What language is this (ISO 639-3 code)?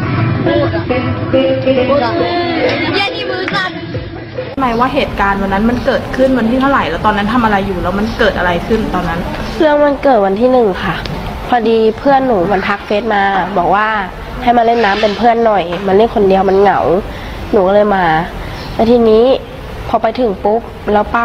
tha